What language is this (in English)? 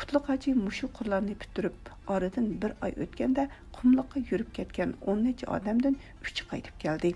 Uyghur